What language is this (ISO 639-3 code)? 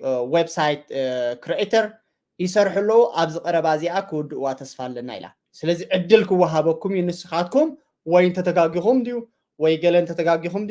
tir